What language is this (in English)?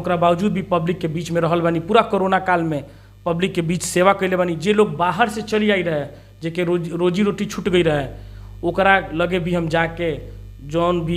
Bhojpuri